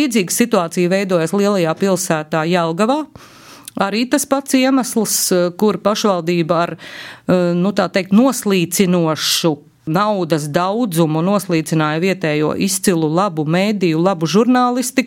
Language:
Latvian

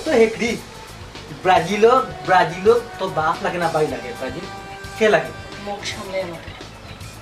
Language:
Sylheti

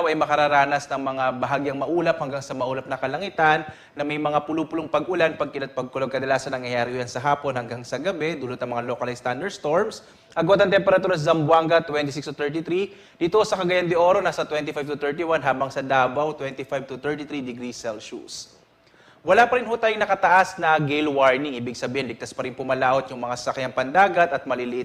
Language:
Bikol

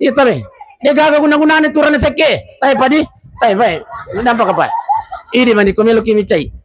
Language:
Buginese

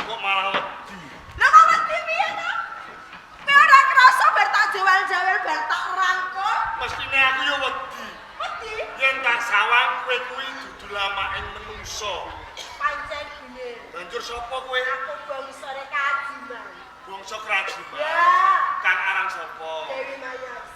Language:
Javanese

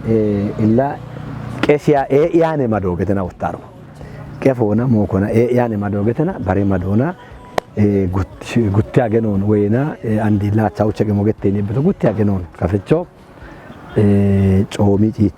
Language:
Kafa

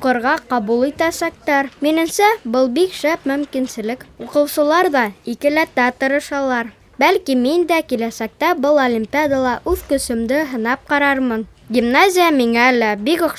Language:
Bashkir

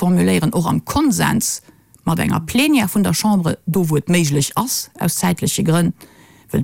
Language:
Luxembourgish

